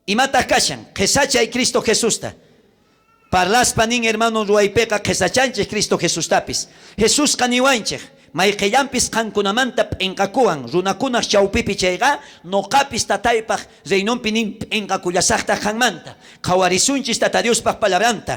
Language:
South Bolivian Quechua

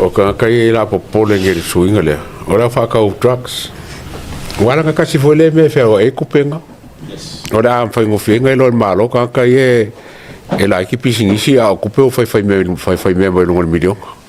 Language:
Samoan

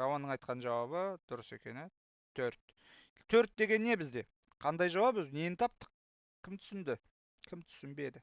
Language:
Kazakh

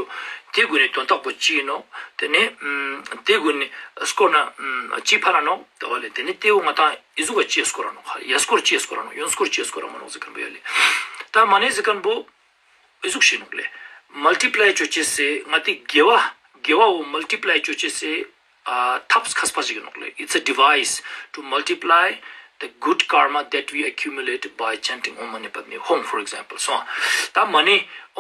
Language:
Ladakhi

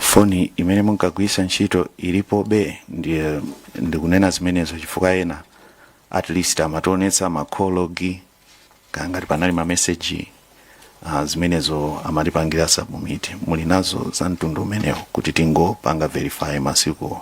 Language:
Nyanja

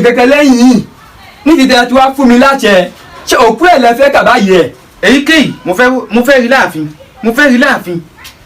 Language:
Yoruba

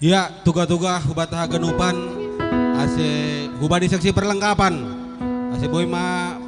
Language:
Batak Simalungun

